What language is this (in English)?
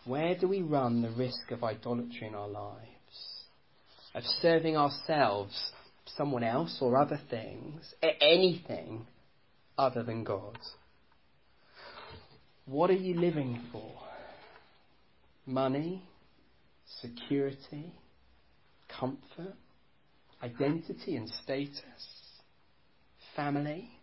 English